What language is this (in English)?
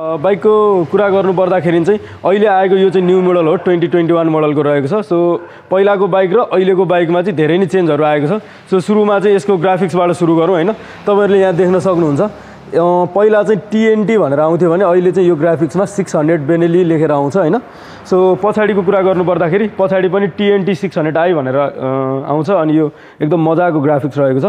Nepali